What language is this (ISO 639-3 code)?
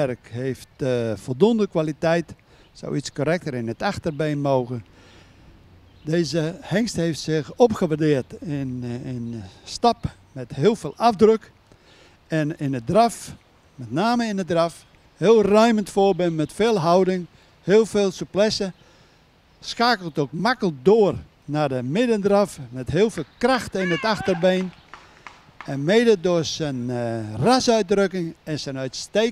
nld